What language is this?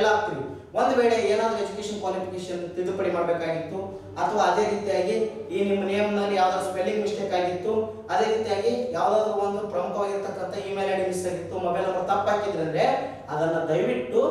Kannada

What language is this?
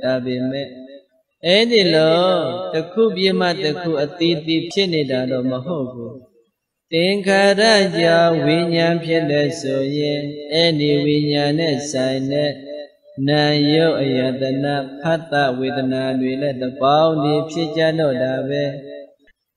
Burmese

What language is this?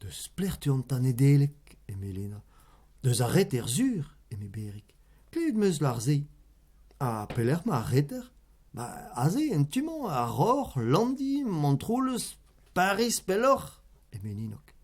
Breton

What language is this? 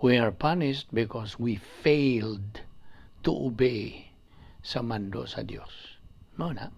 Cebuano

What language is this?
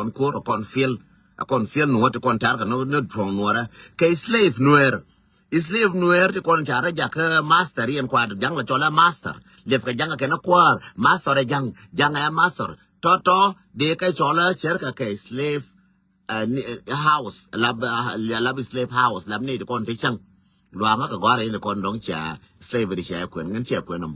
Nuer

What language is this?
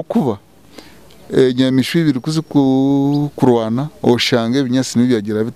Nyankole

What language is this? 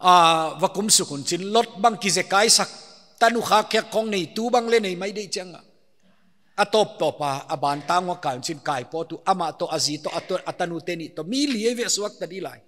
Paite Chin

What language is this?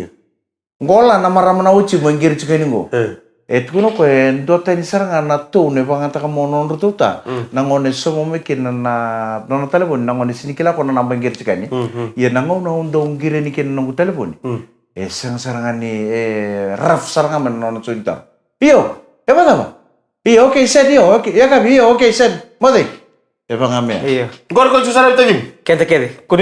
Fijian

